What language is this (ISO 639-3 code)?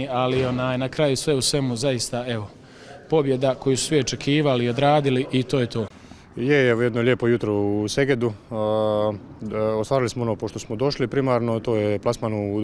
hrv